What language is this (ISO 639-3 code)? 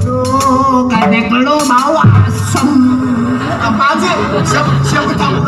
bew